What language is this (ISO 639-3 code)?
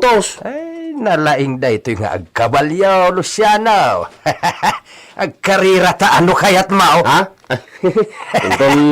ilo